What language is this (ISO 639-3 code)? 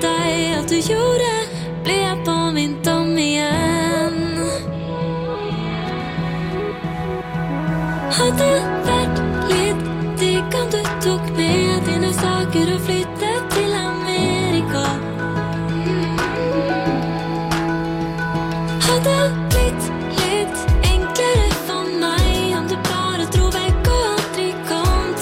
nor